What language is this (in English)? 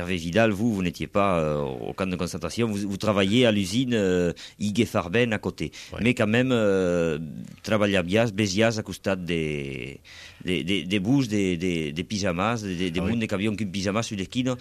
Catalan